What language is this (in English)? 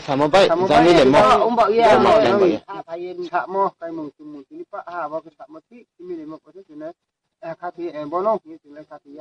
Riang (India)